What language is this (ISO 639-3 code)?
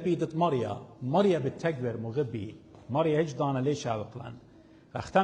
aii